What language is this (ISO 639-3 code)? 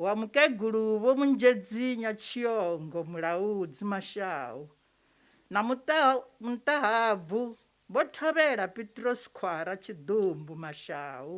ven